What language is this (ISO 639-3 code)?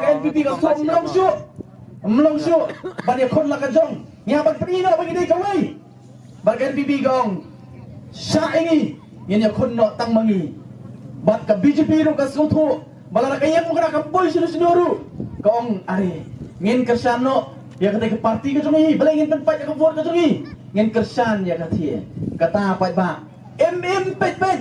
kha